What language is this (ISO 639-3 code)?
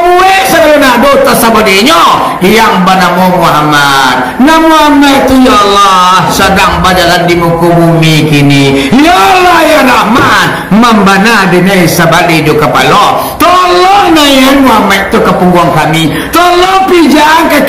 min